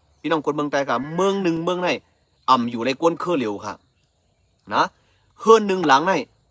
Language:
Shan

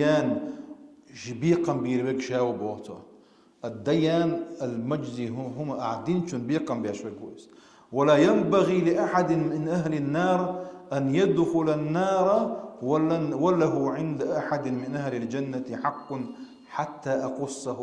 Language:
Chechen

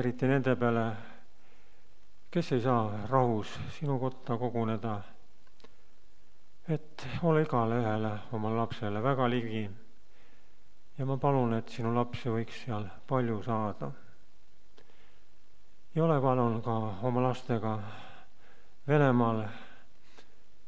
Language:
Estonian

